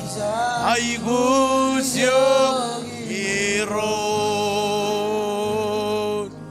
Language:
Marshallese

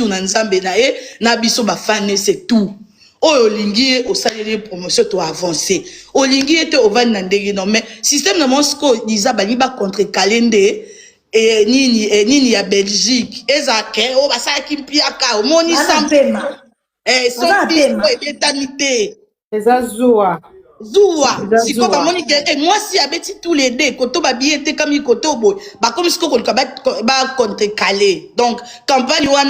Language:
Lingala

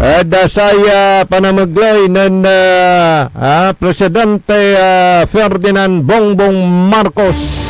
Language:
Pangasinan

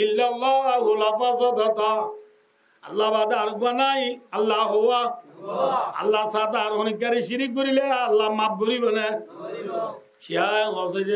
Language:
Rohingya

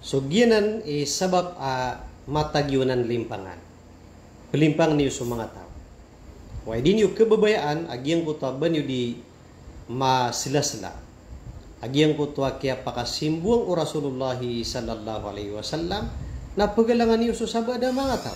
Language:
Maranao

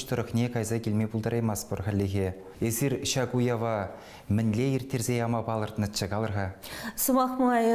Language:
Chuvash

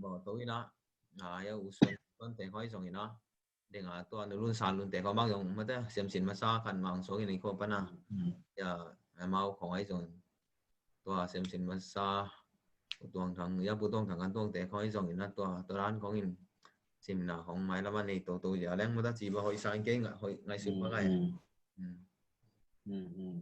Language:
Tedim Chin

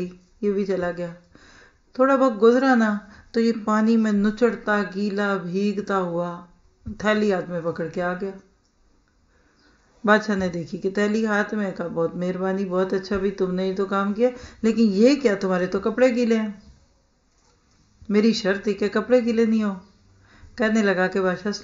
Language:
Urdu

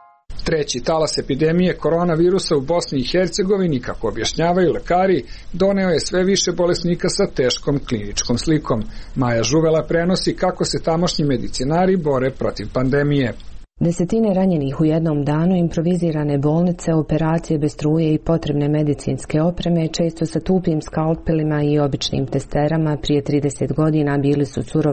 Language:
Serbian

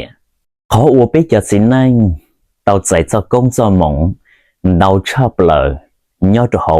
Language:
Hmong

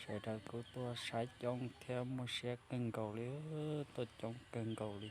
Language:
Hmong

